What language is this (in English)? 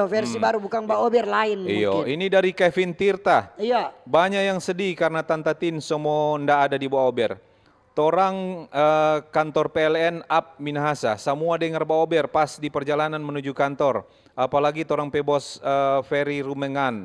Manado Malay